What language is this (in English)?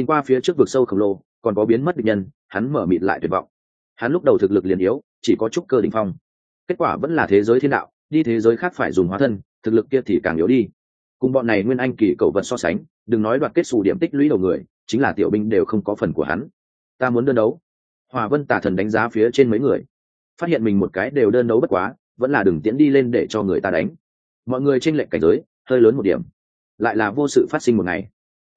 Vietnamese